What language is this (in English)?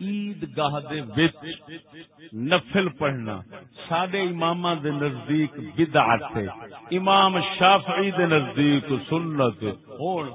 Saraiki